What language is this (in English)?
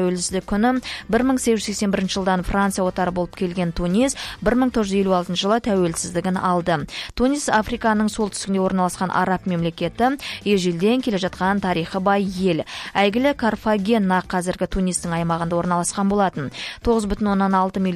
Kazakh